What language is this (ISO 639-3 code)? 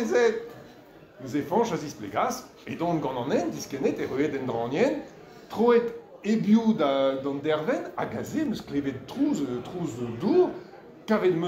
bre